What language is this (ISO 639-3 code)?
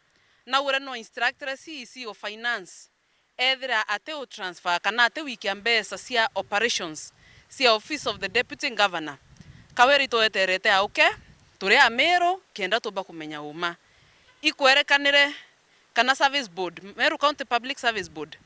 mer